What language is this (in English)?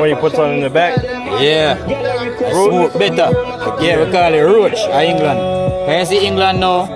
Jamaican Creole English